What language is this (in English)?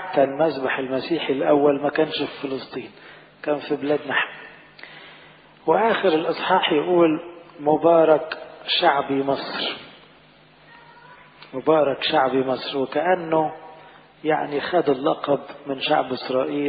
Egyptian Arabic